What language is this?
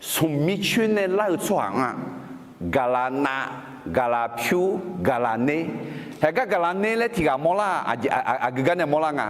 Akha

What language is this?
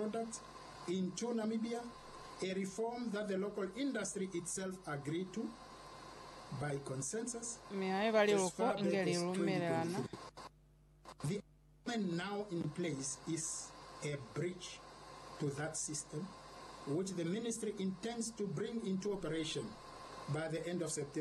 Lozi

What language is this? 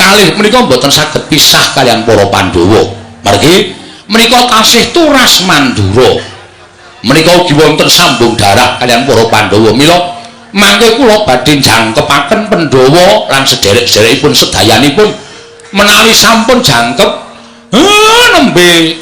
Javanese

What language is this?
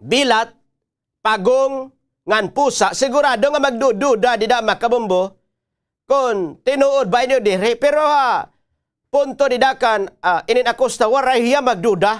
Waray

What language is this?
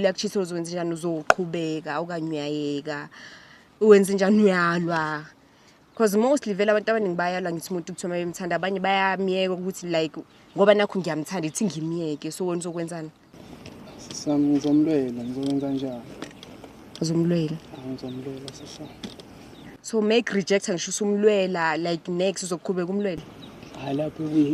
Zulu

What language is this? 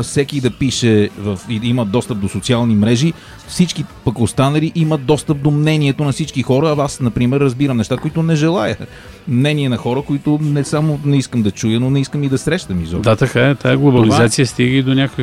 Bulgarian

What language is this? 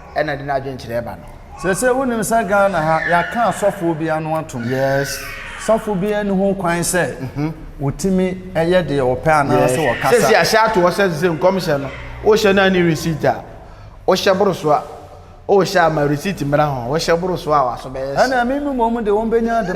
Akan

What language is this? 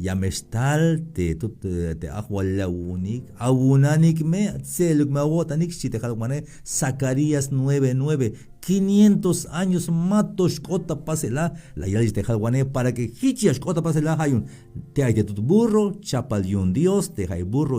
Tzeltal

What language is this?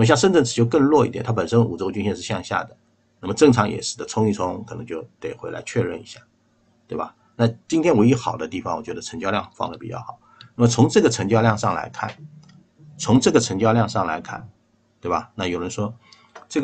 Chinese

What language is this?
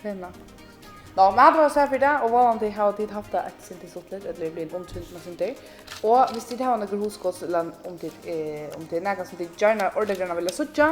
Faroese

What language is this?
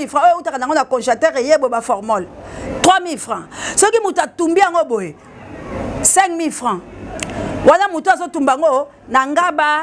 Lingala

